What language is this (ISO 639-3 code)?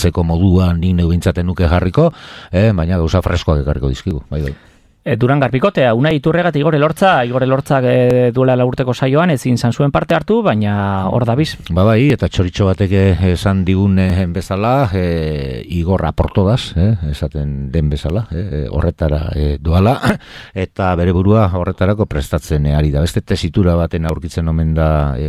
eus